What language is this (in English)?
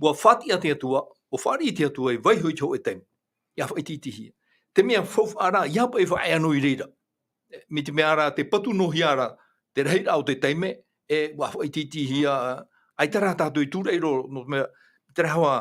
Tahitian